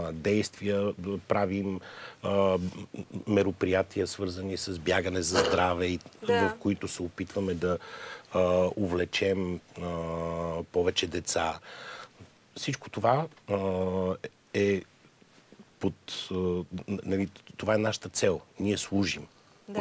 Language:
Bulgarian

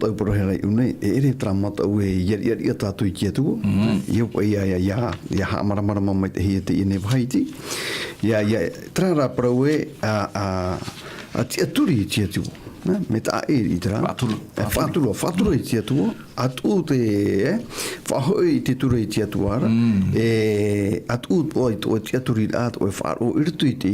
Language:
Tahitian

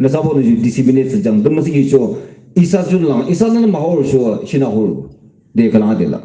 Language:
Yimchungru Naga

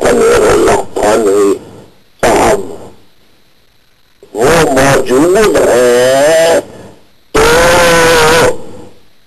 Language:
Urdu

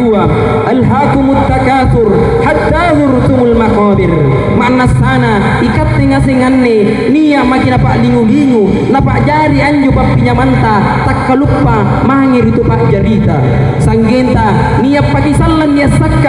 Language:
Makasar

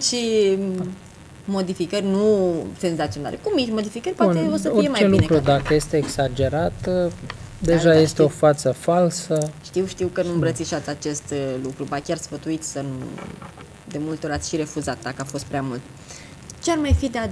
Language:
Romanian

